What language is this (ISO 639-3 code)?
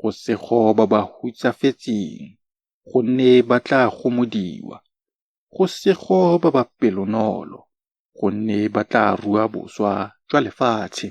tsn